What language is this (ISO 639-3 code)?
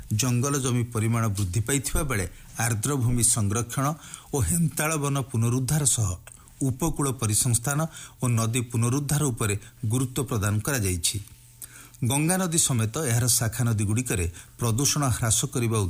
ori